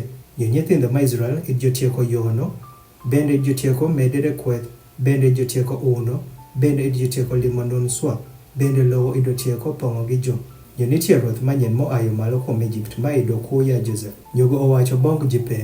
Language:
Adhola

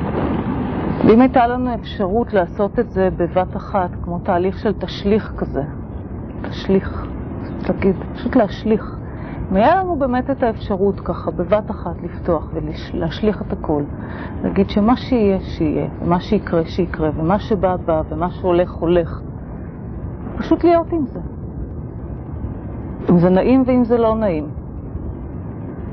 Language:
Hebrew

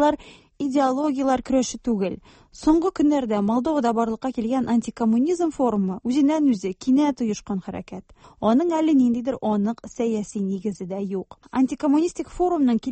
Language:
Tatar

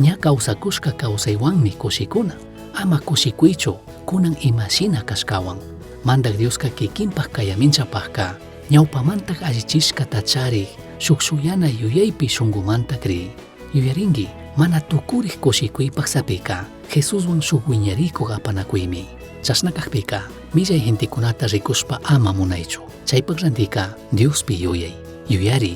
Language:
Chimborazo Highland Quichua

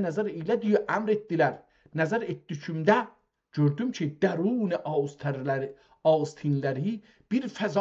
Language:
South Azerbaijani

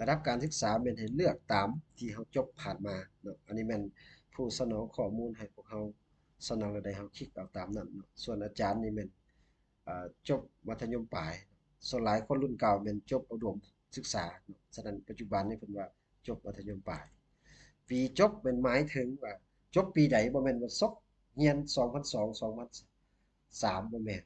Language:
Lao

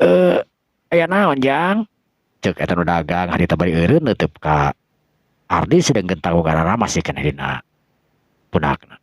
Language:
Sundanese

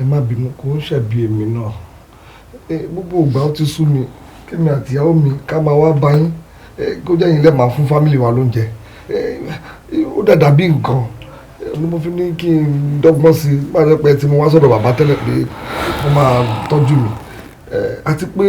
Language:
Yoruba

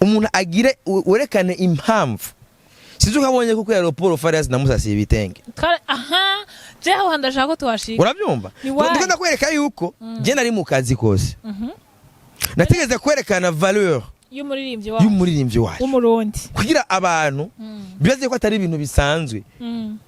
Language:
Rundi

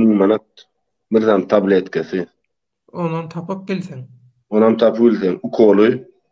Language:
Turkmen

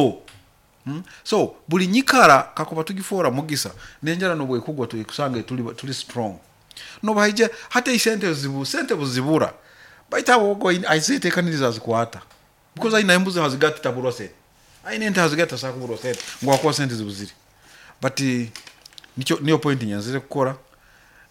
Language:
Nyoro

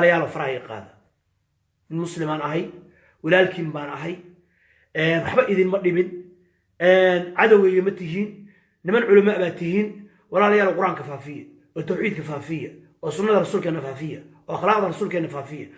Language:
Somali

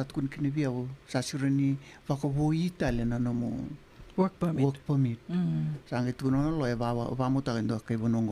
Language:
Fijian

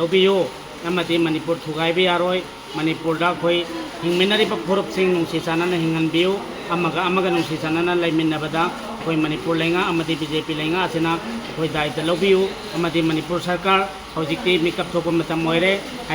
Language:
Manipuri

